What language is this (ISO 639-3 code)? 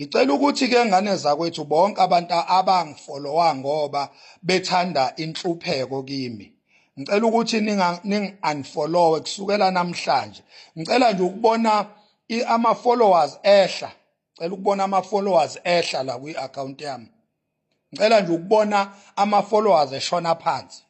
zul